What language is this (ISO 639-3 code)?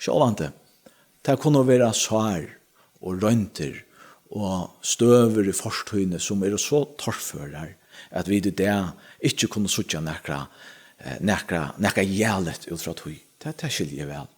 fao